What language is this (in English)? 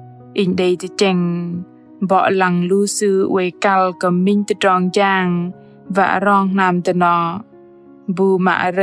Bahnar